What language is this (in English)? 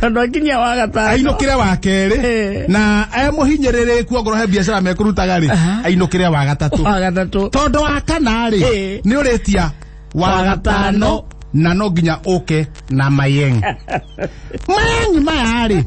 Kikuyu